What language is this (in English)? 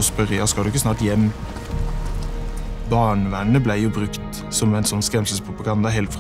Norwegian